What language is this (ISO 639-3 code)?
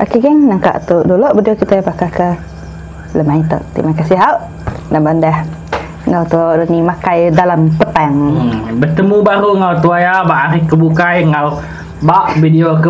iba